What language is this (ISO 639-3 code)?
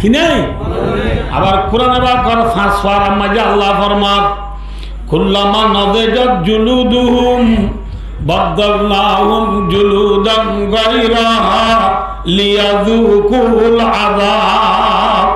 rhg